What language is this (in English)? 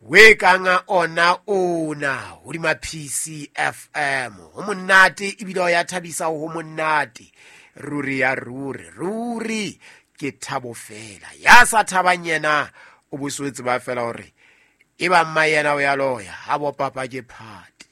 Southern Sotho